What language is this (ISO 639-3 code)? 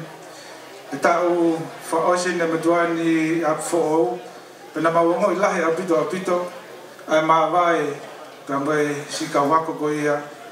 ton